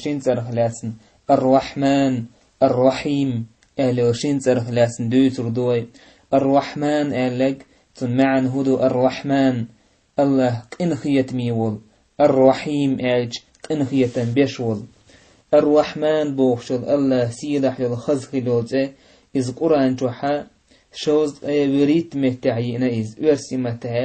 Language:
Chechen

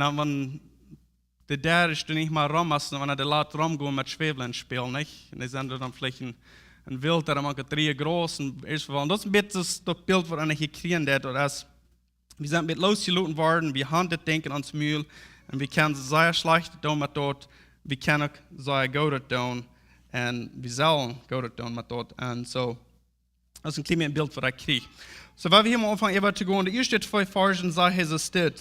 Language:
Plautdietsch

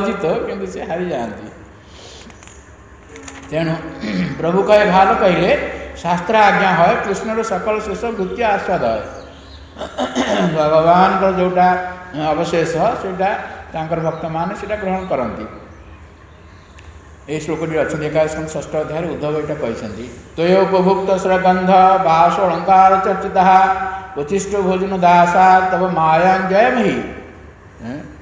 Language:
Odia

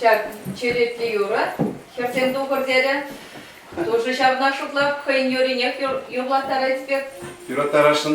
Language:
Chuvash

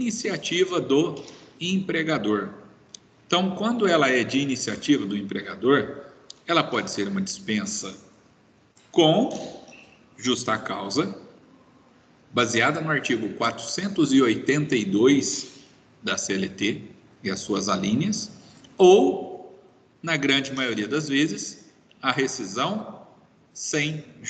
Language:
Portuguese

